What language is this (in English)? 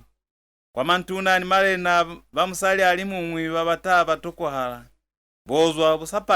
Lozi